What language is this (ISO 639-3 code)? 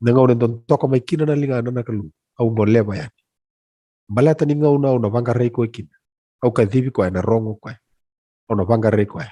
fij